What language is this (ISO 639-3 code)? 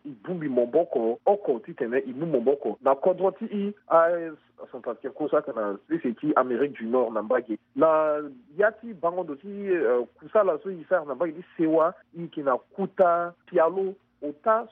sag